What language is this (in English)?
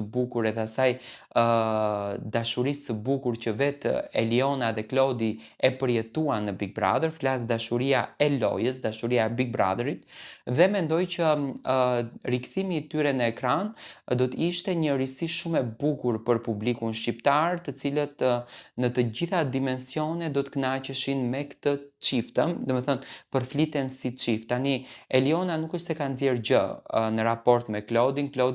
Albanian